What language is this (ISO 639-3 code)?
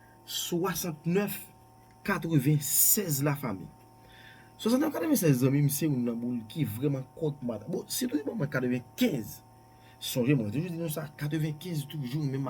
hat